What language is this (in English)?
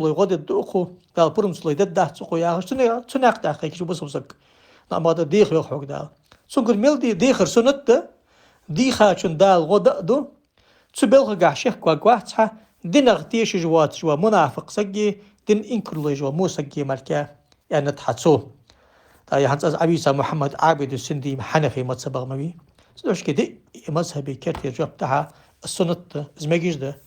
Ingush